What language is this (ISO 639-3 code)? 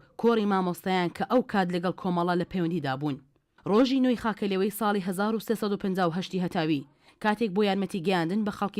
ckb